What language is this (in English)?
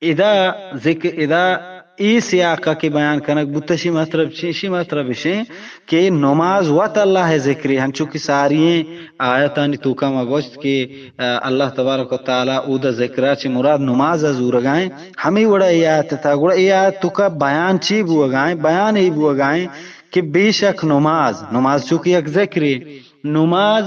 Eastern Balochi